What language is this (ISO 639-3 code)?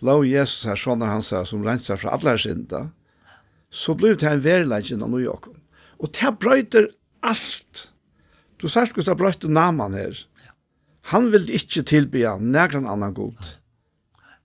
fao